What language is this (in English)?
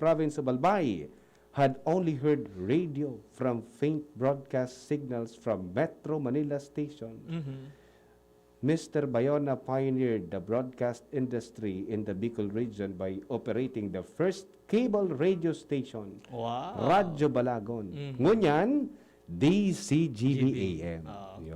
Bikol